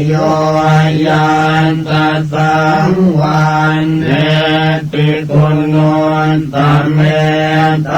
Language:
Pali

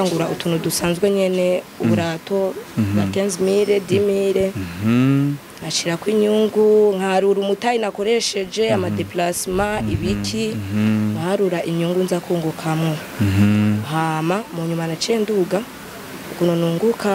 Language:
Rundi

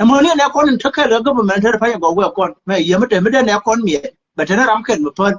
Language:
Nuer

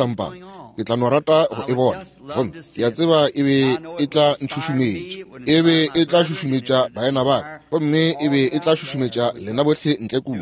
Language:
Northern Sotho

